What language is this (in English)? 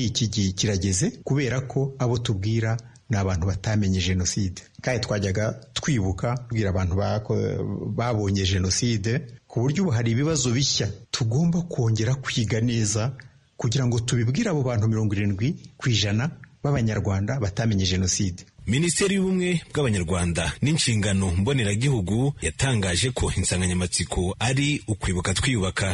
Kinyarwanda